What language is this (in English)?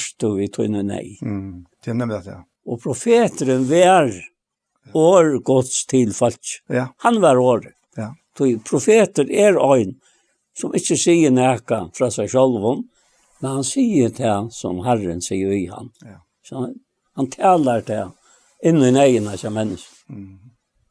Faroese